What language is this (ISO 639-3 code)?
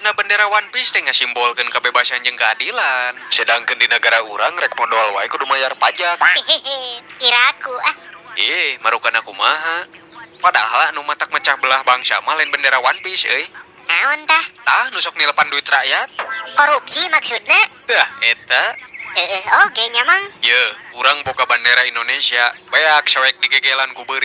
sun